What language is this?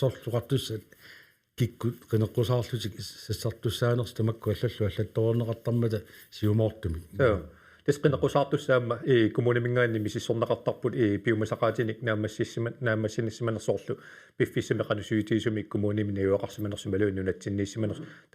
Kalaallisut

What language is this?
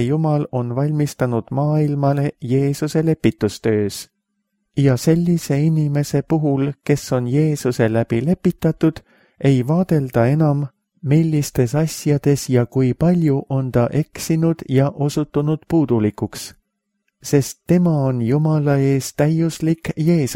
Estonian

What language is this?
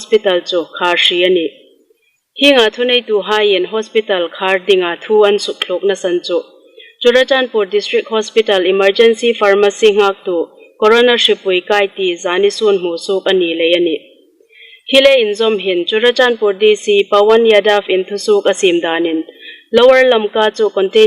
Hmar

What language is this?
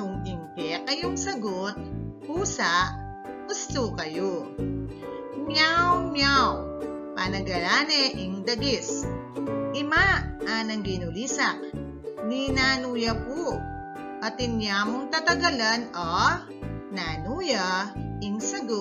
Pampanga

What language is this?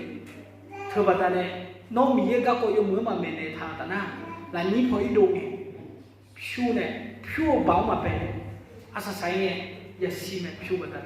Akha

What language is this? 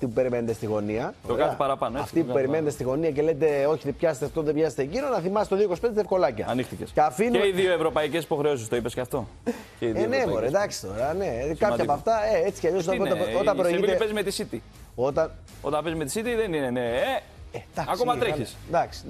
Greek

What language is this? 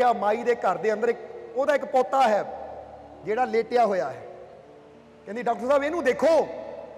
Punjabi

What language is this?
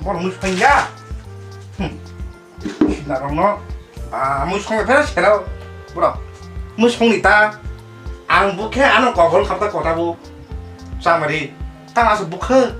Kok Borok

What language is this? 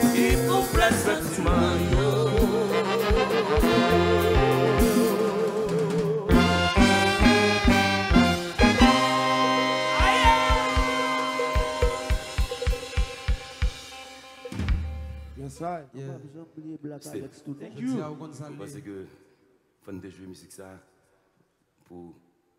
French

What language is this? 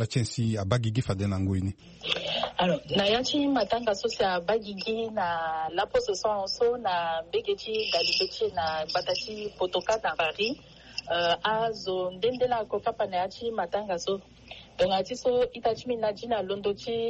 Sango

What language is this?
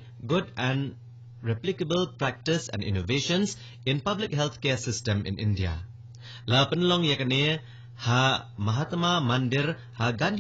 Khasi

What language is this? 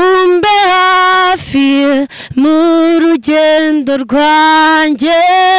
Kinyarwanda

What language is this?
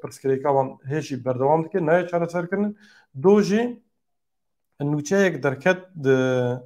Kurdish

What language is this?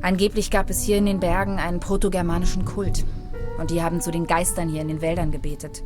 Bavarian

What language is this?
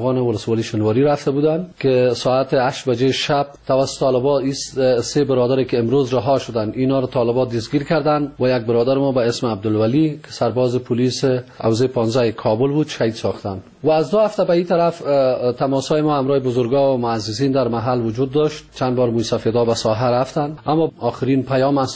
Persian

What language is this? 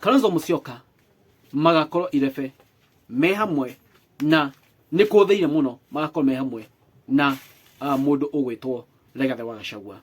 Kikuyu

